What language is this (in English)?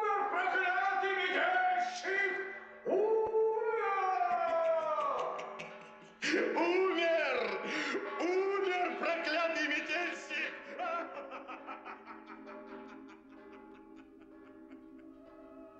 Russian